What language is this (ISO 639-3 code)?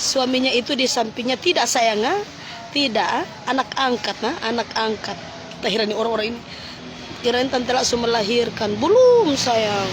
xmm